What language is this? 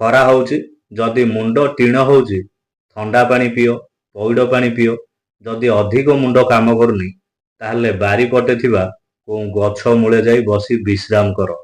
Odia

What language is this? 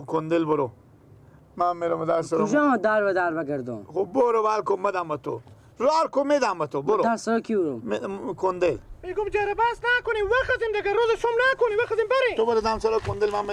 Persian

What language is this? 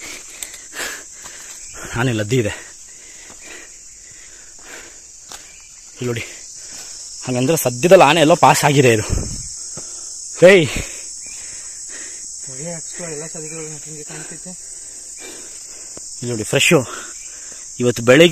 Kannada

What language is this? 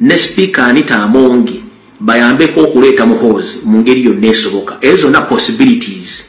Ganda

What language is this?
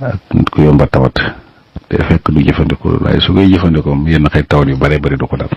Wolof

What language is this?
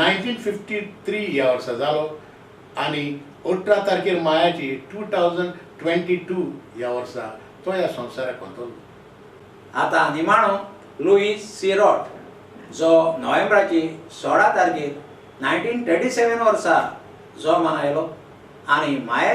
Konkani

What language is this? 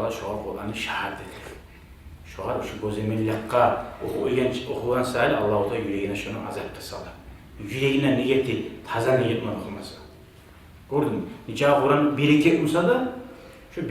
Kumyk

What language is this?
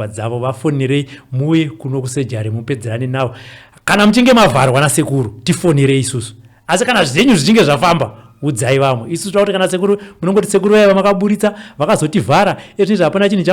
Shona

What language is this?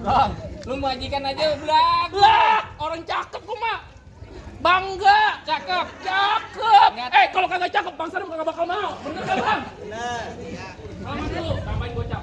Betawi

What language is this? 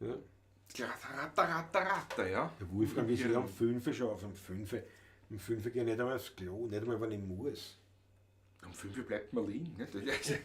Bavarian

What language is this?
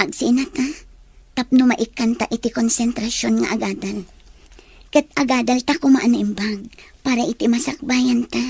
Iloko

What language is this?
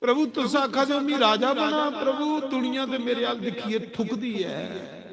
Dogri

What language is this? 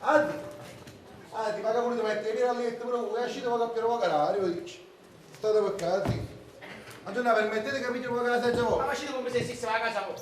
Neapolitan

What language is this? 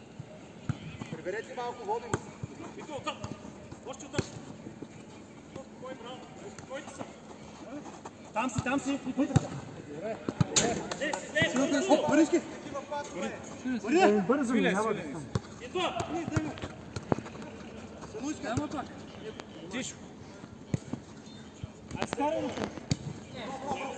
Bulgarian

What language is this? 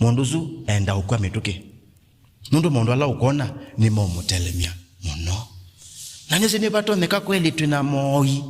Kamba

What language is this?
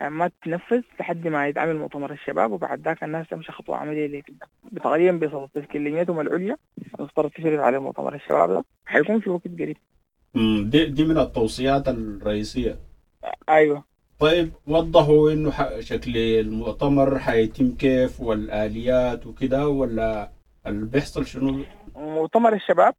Sudanese Arabic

